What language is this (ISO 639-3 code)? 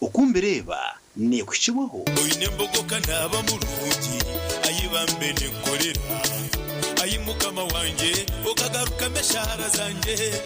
nyn